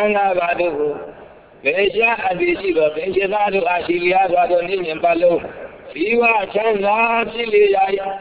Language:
Burmese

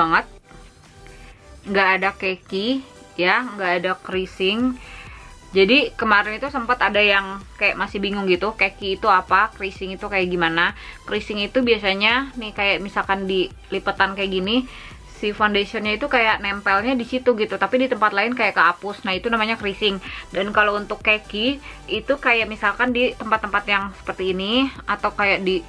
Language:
Indonesian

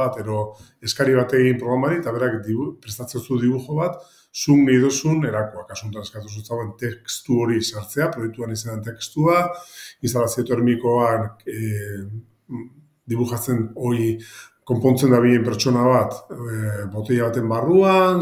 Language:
Basque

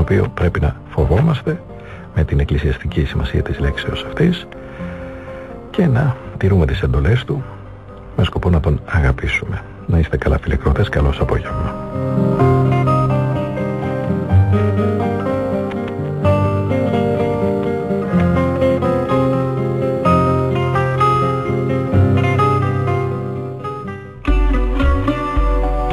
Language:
Greek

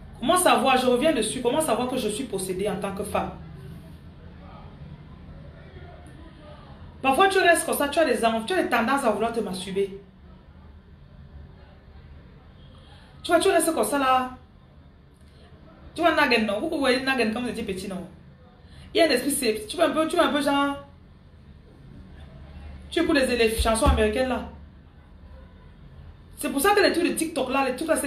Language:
French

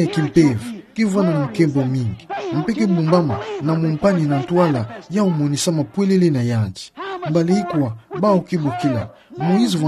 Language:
Kituba (Democratic Republic of Congo)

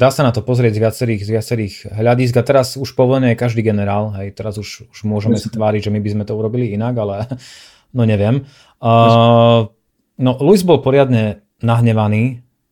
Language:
Slovak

